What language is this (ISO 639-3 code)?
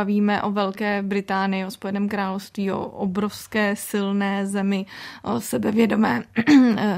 ces